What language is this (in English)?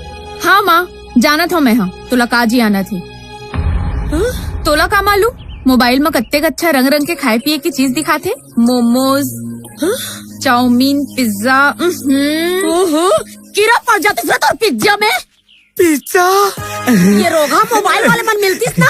Chhattisgarhi